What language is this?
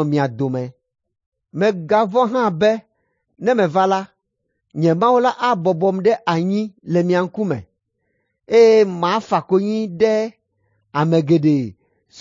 Ewe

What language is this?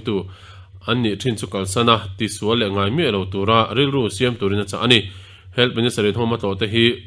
Mizo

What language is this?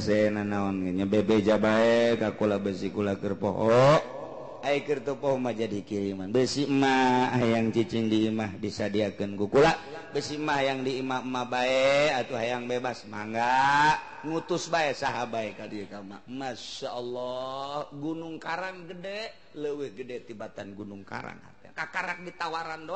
Sundanese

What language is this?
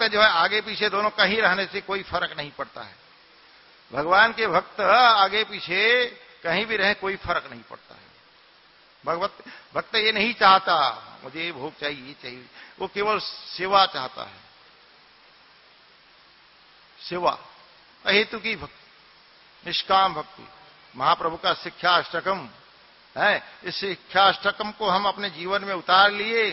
Hindi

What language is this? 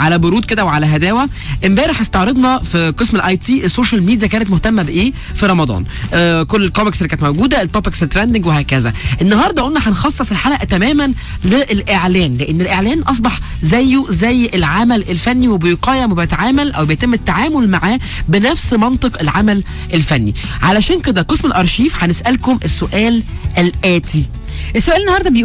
Egyptian Arabic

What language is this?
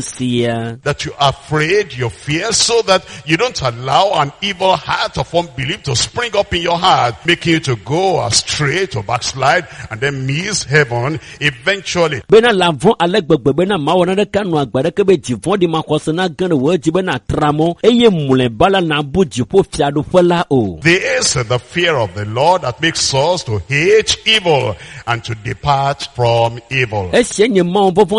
Ewe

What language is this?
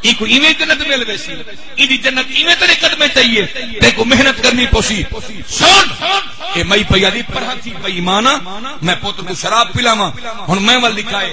Saraiki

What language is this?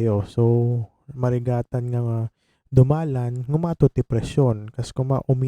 Iloko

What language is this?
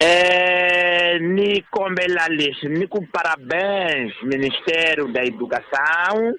Tsonga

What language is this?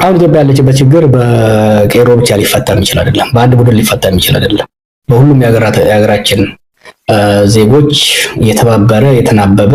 Amharic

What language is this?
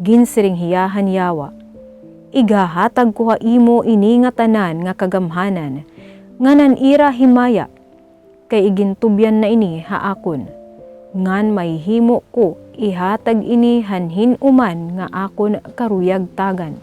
Waray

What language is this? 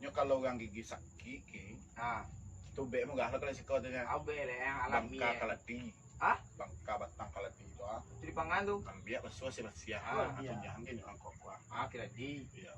Minangkabau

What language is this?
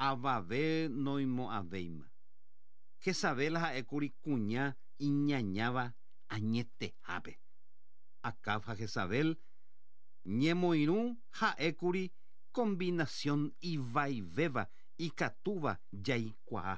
Guarani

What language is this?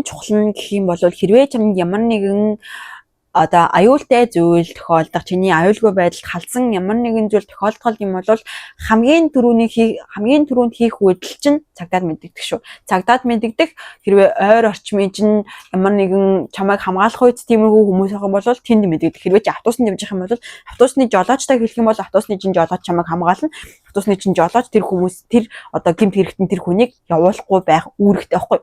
Mongolian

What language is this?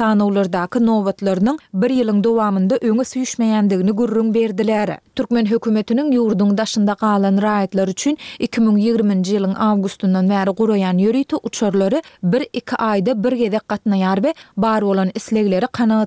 Turkmen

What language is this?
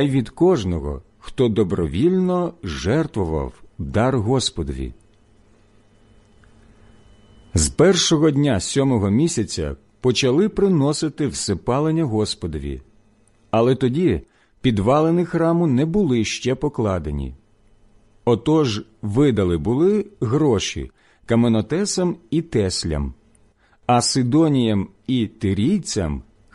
Ukrainian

